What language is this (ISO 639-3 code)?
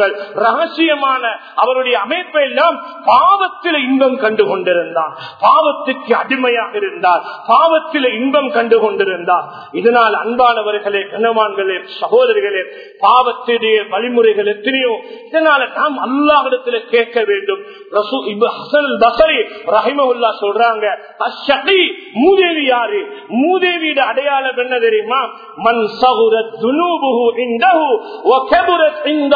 tam